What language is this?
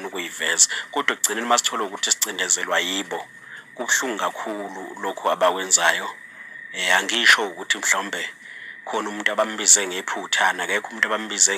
Zulu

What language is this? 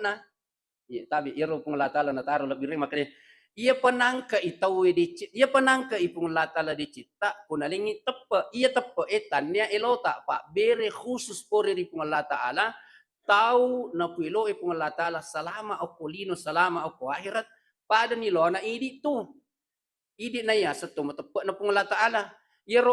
Buginese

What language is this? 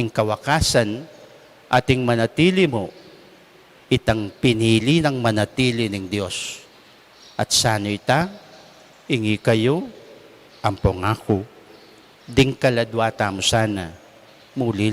Pampanga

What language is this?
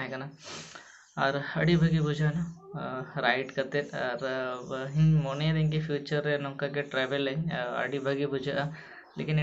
Santali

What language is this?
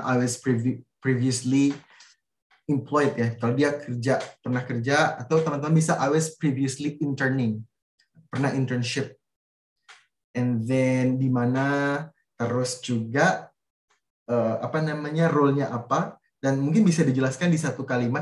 Indonesian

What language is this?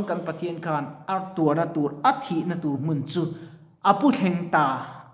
Mizo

